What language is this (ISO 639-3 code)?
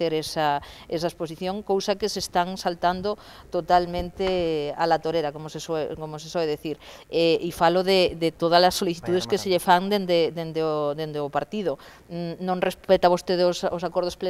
glg